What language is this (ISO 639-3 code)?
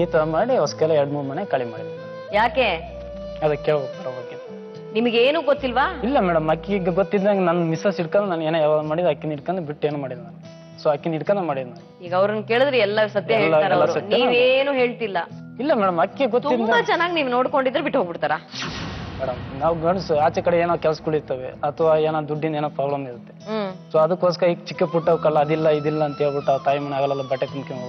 kan